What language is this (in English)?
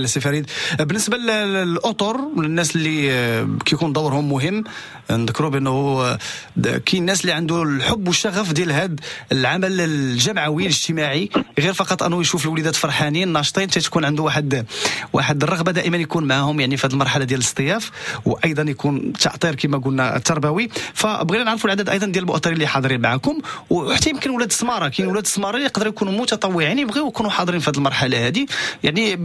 Moroccan Arabic